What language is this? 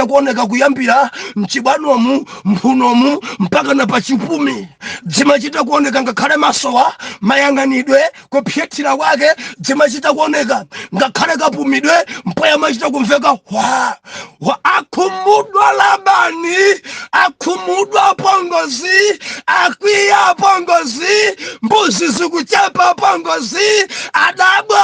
Nyanja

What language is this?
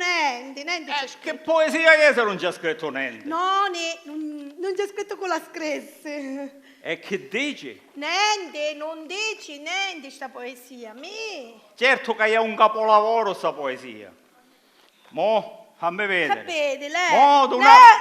Sicilian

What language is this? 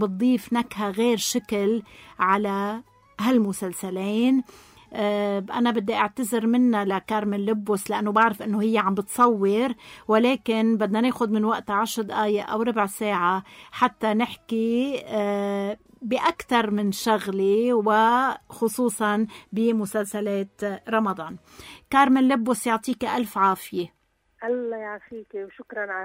North Levantine Arabic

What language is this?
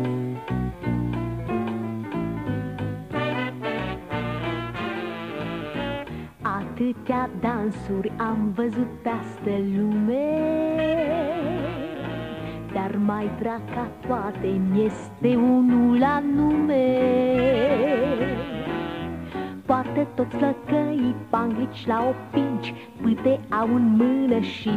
Romanian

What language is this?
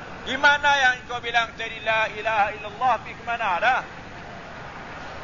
Malay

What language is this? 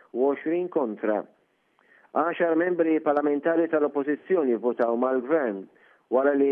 Maltese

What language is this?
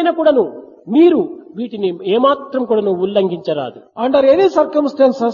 Telugu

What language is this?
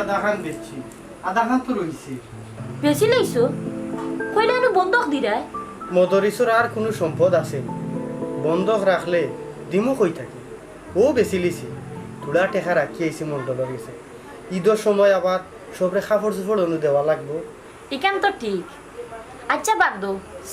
Sylheti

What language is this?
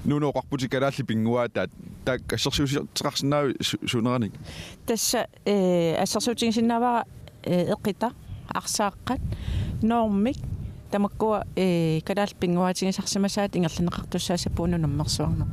Kalaallisut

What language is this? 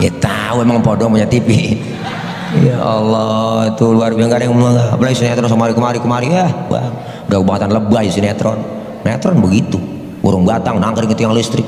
Betawi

